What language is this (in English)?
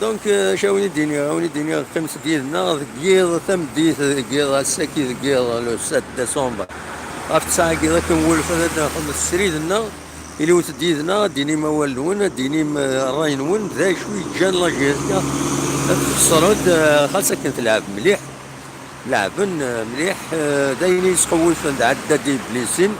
Kabyle